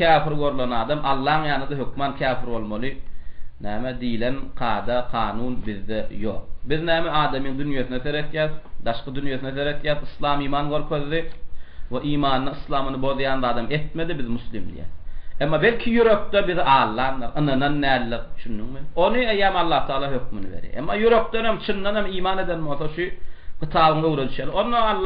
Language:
Turkmen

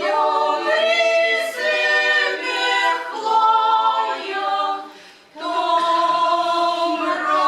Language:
Chuvash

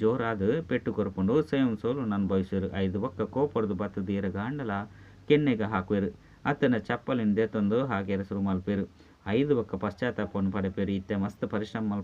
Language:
Tulu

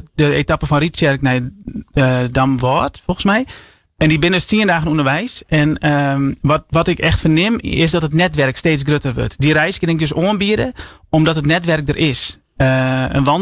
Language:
Western Frisian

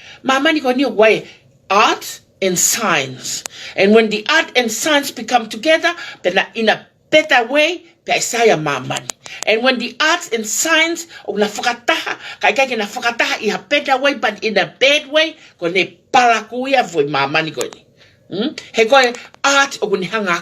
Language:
Tongan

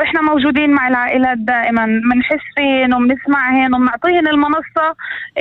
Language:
North Levantine Arabic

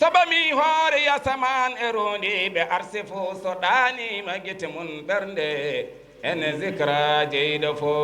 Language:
Fula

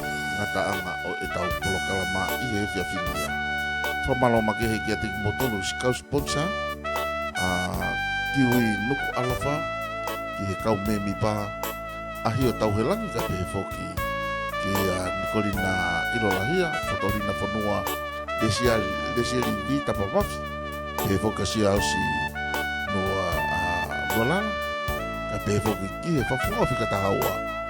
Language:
Tongan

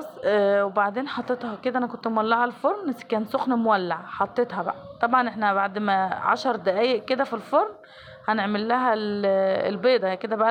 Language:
Egyptian Arabic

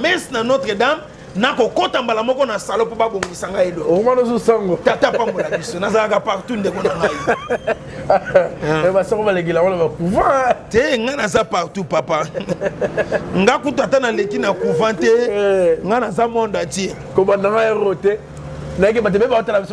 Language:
Lingala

